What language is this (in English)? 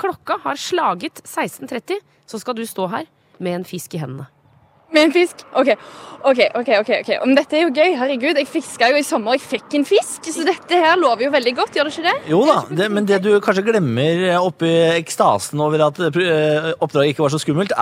Norwegian